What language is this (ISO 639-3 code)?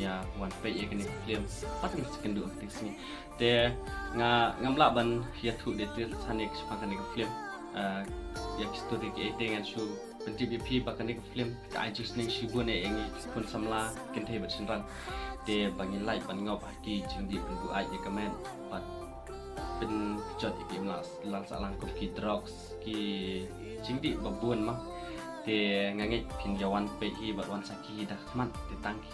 kha